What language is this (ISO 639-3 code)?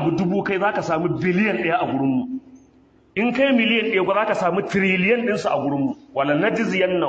hau